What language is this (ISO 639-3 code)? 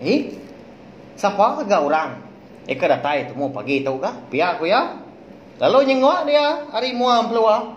iba